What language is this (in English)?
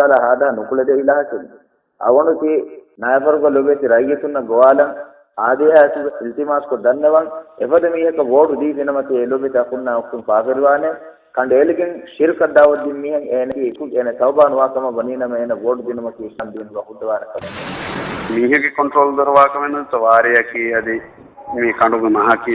Divehi